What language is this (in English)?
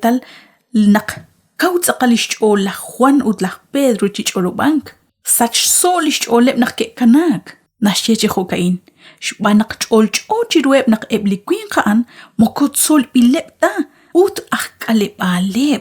Kekchí